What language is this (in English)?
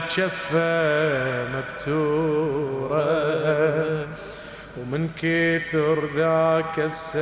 Mesopotamian Arabic